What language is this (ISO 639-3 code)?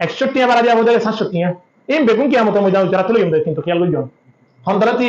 rhg